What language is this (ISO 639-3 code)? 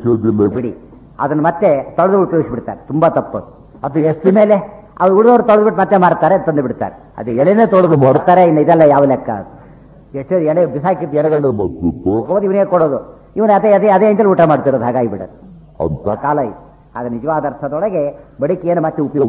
kan